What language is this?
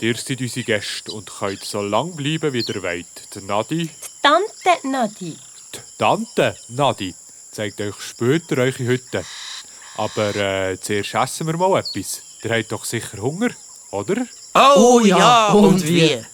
Swiss German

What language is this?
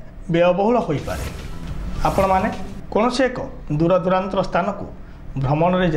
Odia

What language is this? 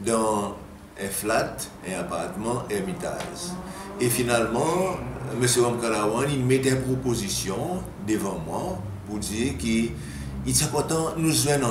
Seselwa Creole French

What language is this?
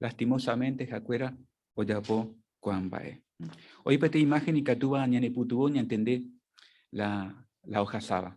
Guarani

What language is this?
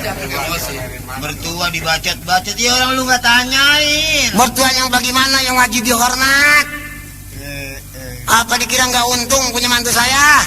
Betawi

